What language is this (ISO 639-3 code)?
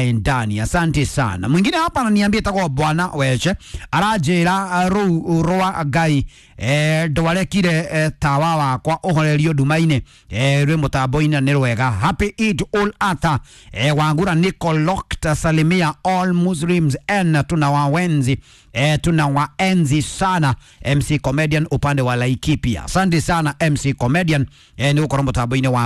kik